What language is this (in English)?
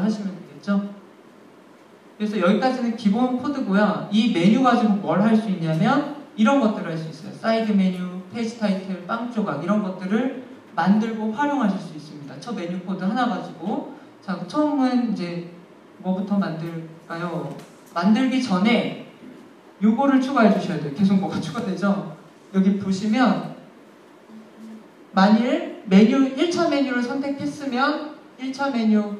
Korean